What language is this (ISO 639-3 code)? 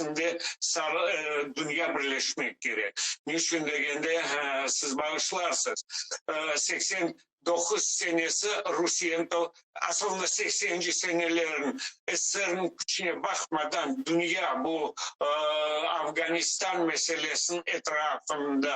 crh